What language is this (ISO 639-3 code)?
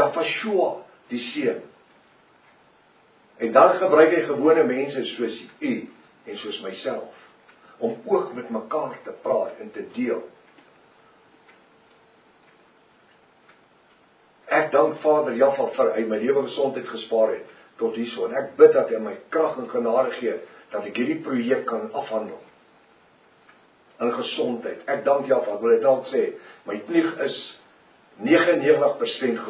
afr